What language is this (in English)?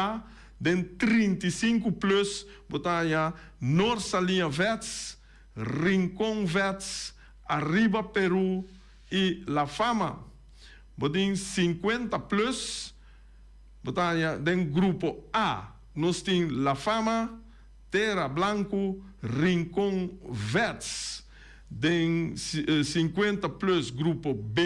Papiamento